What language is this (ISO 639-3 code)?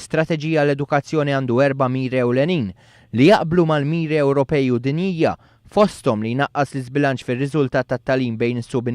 mlt